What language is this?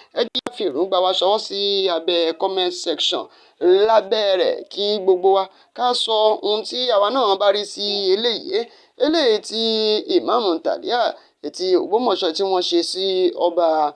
Yoruba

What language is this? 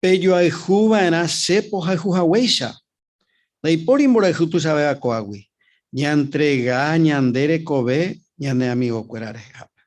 Guarani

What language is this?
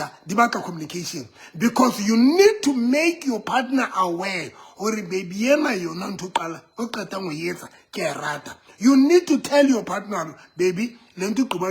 Southern Sotho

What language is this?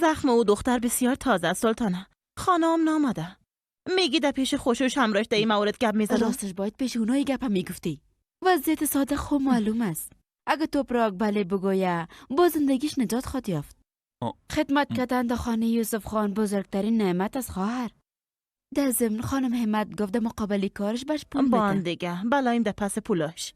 Persian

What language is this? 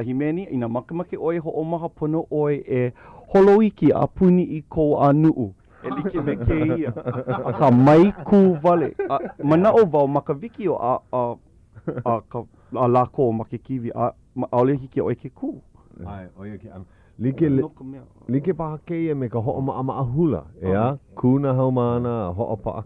Hawaiian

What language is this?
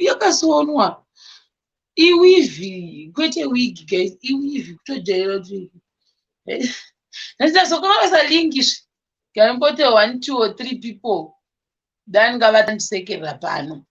Shona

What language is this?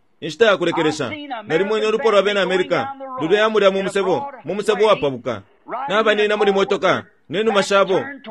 Bemba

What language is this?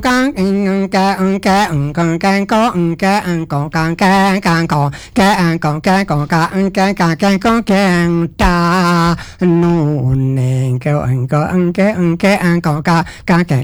Balinese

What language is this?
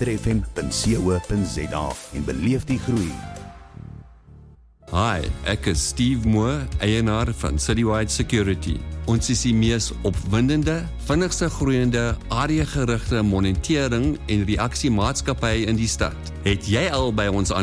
Afrikaans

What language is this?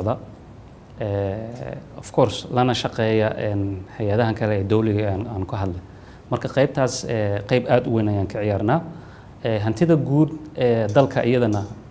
Somali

